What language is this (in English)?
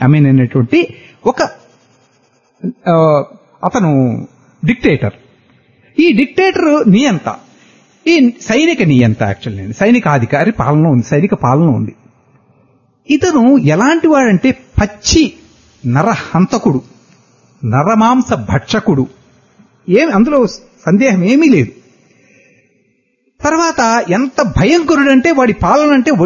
Telugu